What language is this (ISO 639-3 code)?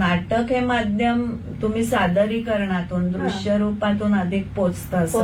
mar